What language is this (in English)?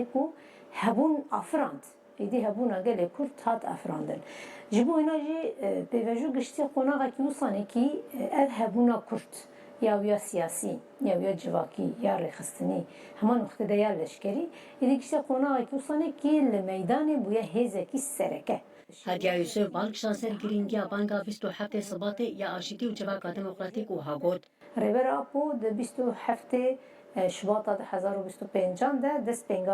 Kurdish